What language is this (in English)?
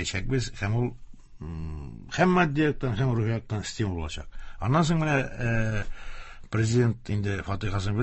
Tatar